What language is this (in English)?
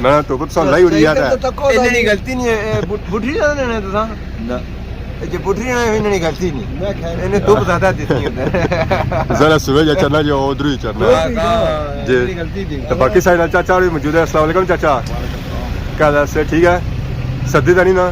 Pahari-Potwari